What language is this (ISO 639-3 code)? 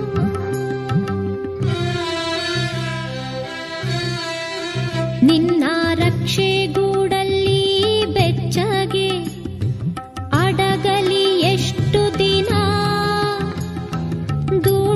kan